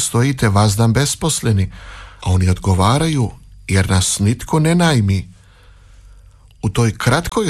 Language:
Croatian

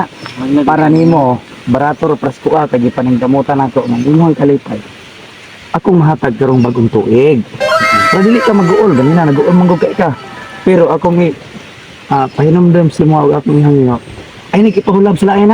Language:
Cebuano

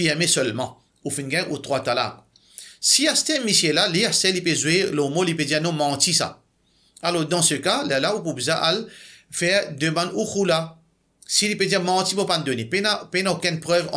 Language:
Morisyen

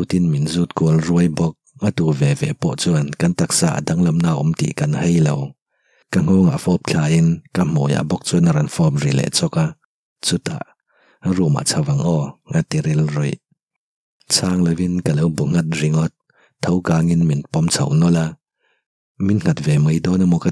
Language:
Mizo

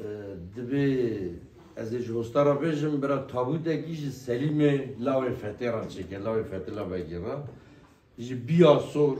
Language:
Kurdish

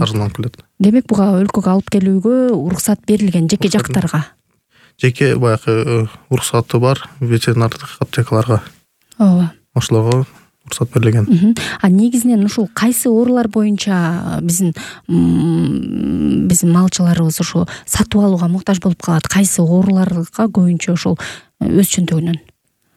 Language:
Kyrgyz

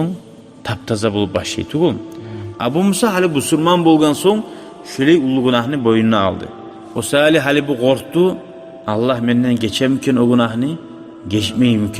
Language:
Kumyk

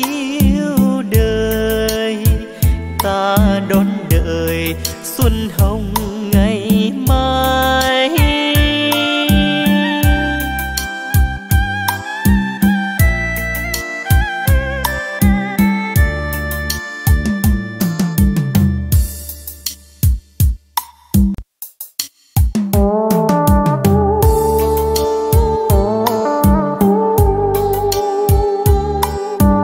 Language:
Vietnamese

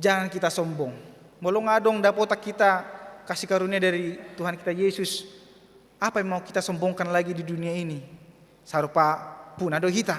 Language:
Batak Toba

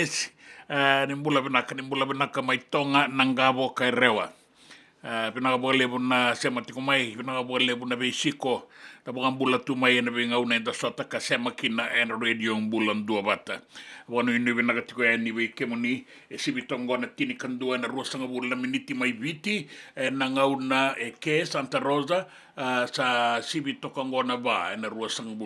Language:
Fijian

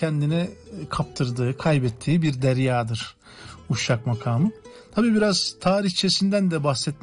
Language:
Turkish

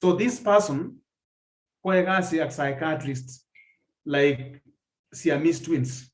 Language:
Kalenjin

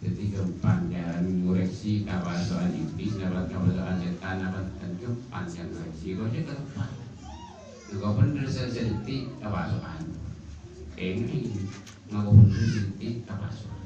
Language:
Madurese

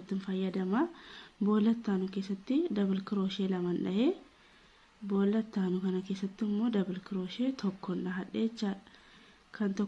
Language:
Oromo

